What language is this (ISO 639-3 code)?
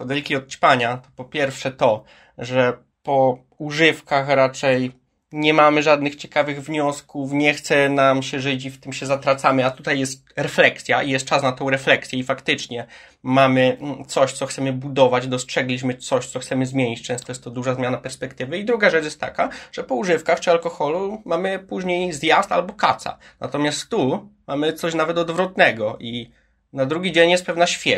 pol